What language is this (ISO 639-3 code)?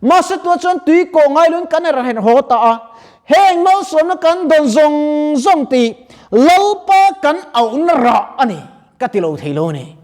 lus